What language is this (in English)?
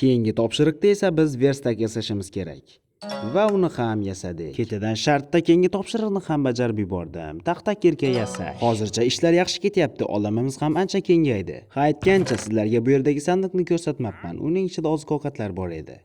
Uzbek